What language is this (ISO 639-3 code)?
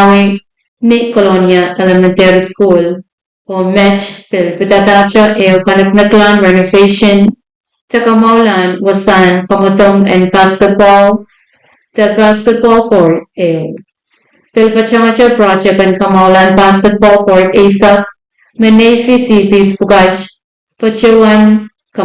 pon